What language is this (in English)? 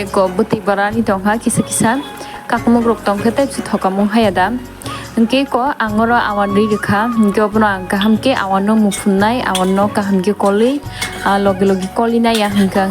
Kok Borok